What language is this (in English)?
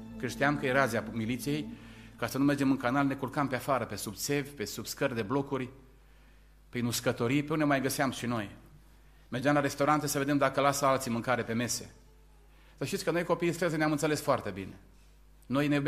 Romanian